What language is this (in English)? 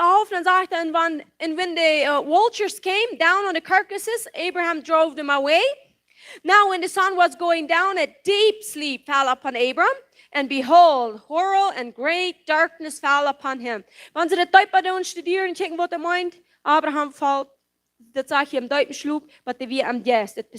Plautdietsch